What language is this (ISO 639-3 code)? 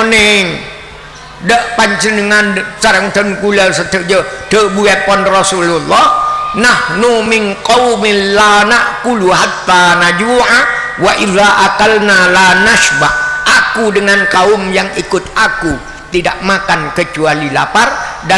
mad